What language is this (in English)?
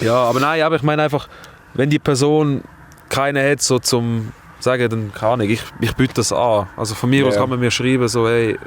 Swiss German